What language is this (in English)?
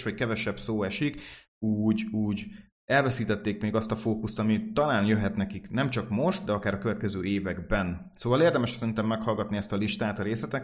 Hungarian